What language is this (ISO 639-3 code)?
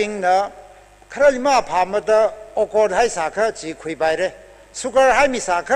nmf